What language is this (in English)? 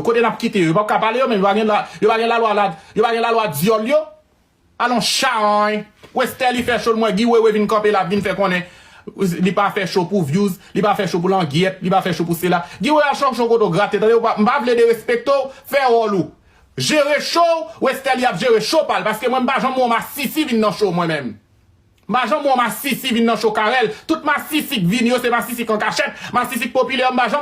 Haitian Creole